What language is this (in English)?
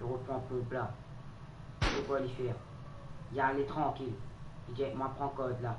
Morisyen